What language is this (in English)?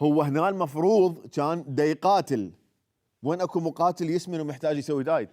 Mesopotamian Arabic